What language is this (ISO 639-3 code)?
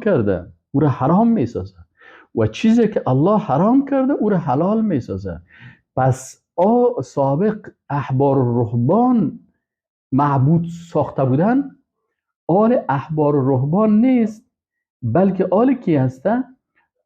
fas